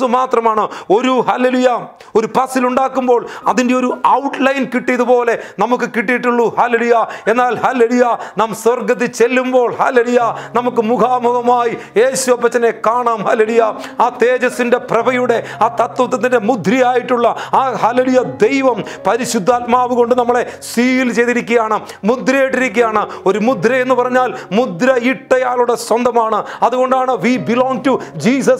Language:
Malayalam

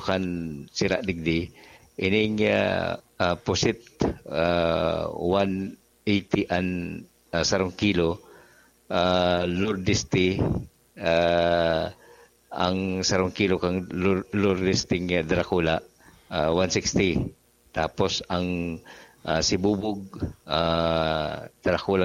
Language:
Bikol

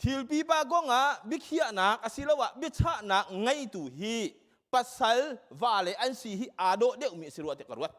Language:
Hakha Chin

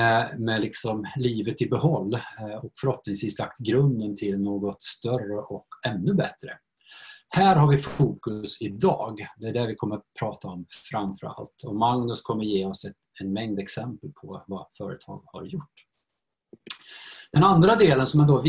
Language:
Swedish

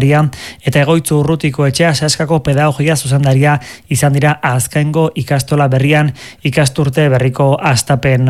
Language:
Basque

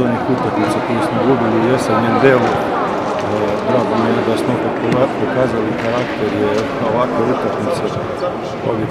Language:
Serbian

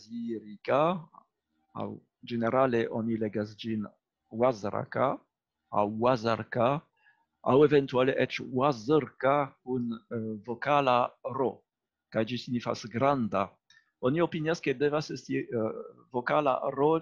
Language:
Esperanto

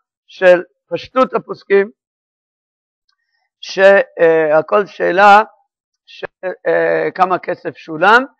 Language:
Hebrew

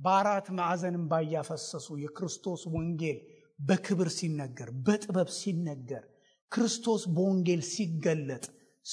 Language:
Amharic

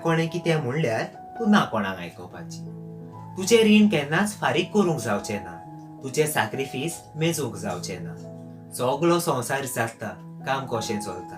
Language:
Konkani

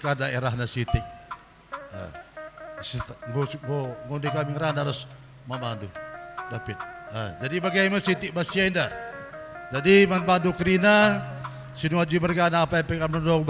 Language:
Batak Karo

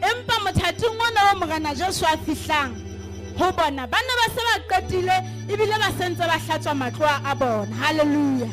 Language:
Southern Sotho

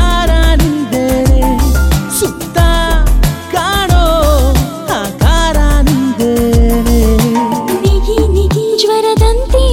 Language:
Kannada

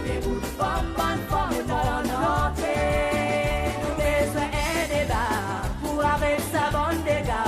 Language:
Seselwa Creole French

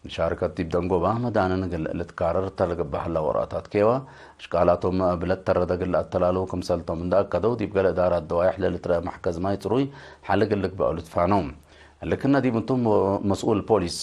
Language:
Tigre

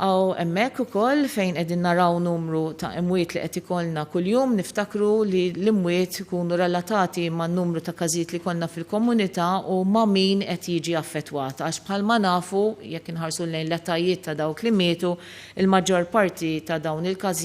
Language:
Maltese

